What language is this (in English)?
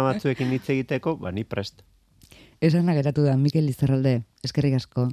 Basque